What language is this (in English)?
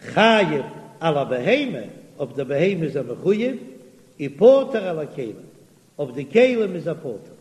Yiddish